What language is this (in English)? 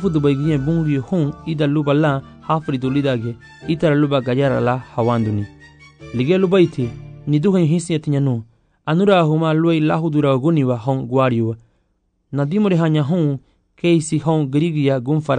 Garifuna